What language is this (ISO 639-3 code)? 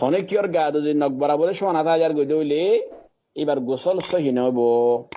rhg